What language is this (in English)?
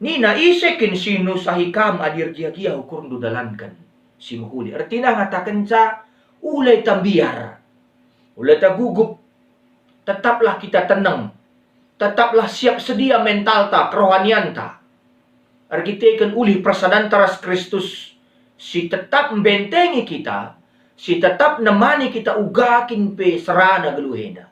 Batak Karo